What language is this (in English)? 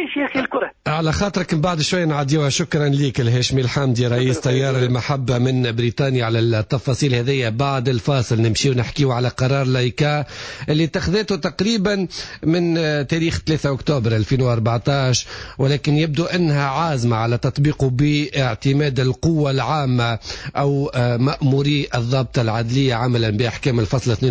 Tunisian Arabic